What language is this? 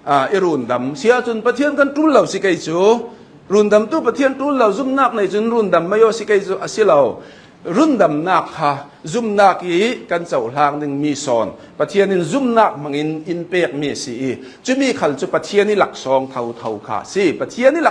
Hakha Chin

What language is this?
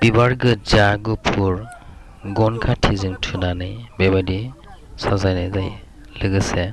Bodo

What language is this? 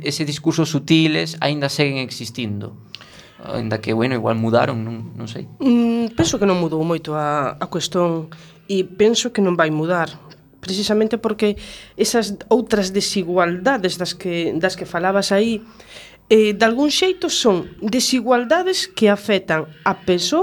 Galician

